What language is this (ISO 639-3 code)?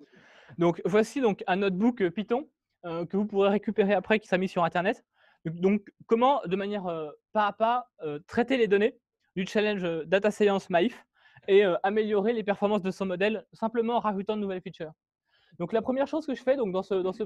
fra